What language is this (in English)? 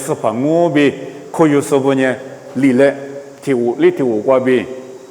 Lisu